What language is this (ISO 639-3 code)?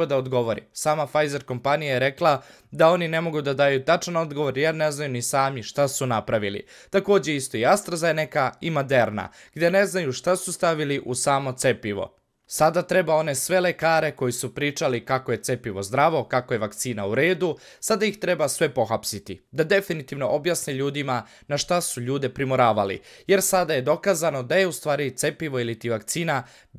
srp